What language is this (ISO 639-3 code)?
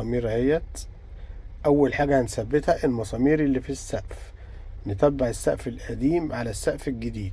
arz